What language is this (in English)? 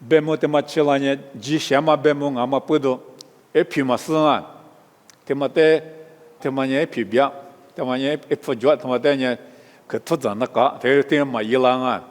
Lisu